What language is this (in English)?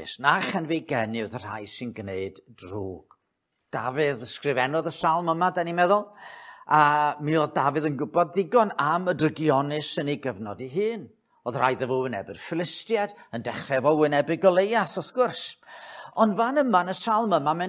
Welsh